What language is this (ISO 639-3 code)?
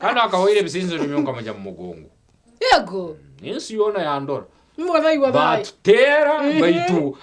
nyn